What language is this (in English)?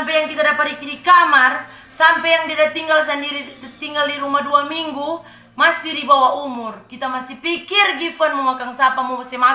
Manado Malay